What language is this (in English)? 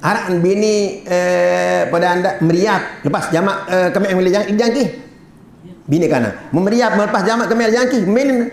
Sasak